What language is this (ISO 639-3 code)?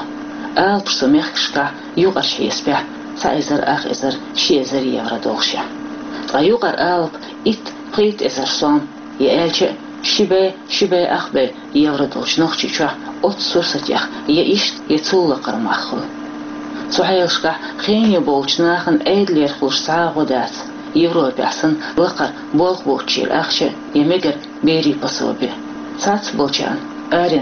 che